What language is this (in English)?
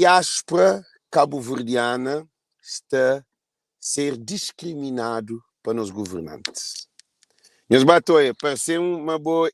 Kabuverdianu